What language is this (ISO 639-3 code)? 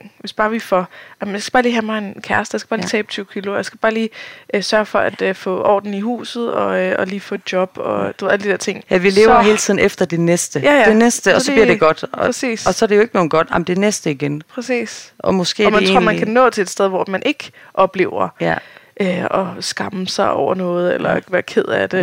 dan